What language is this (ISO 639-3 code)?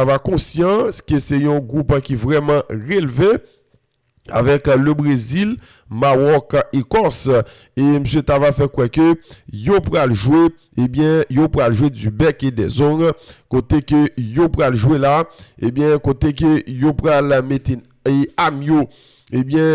hat